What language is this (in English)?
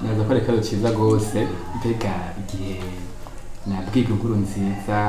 Rundi